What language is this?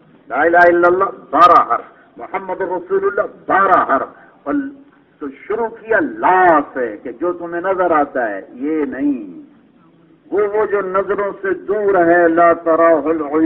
Urdu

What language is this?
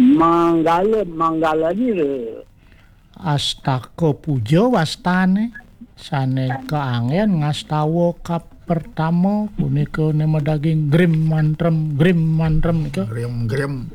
Balinese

